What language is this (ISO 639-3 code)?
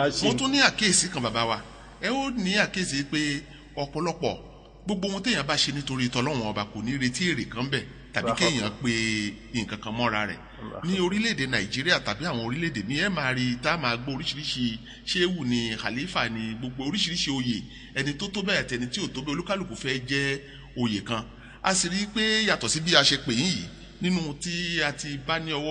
yor